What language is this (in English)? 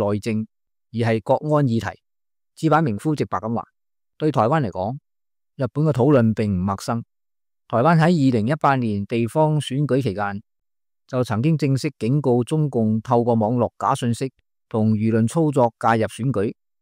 Cantonese